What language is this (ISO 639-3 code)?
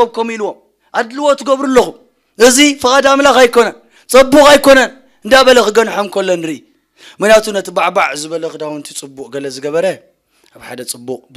tir